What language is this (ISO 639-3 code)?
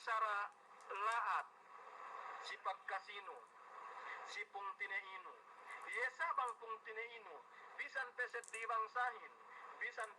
yka